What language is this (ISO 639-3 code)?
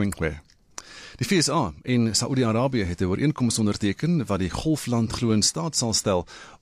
afr